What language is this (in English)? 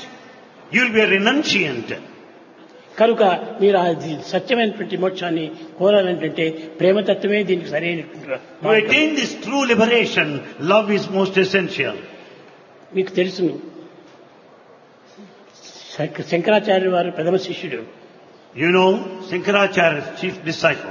Telugu